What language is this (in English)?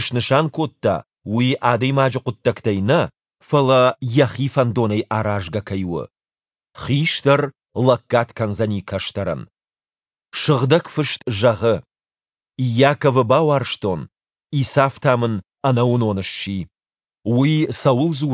Ossetic